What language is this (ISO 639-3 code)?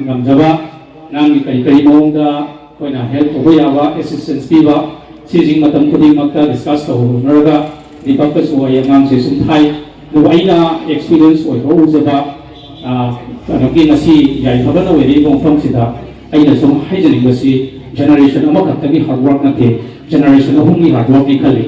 mni